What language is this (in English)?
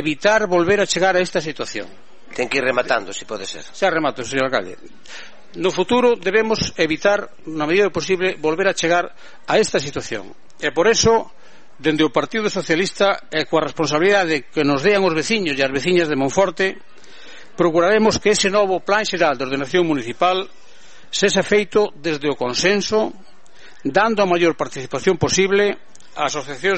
Galician